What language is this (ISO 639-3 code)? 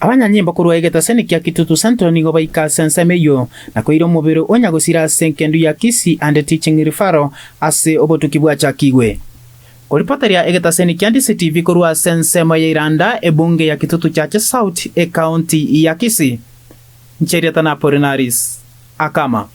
guz